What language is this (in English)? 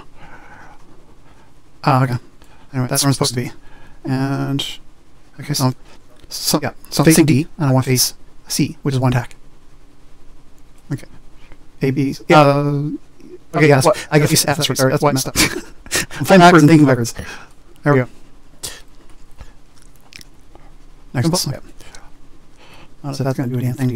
English